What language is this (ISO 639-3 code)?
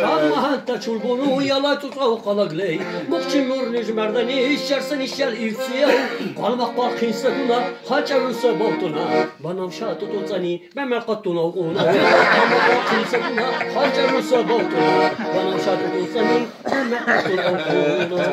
lbe